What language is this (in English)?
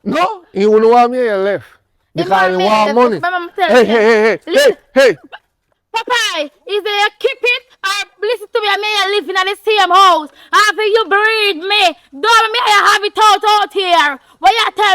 Jamaican Creole English